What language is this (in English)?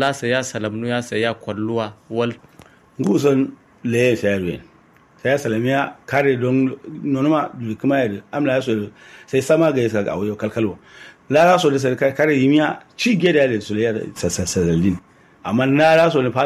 Kanuri